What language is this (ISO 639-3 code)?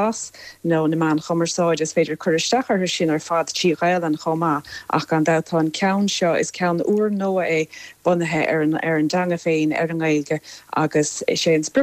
gle